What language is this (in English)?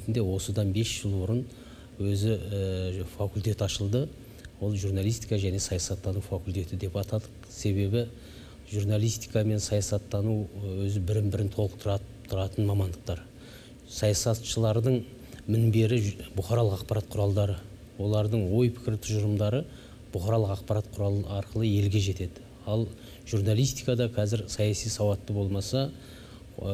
Kazakh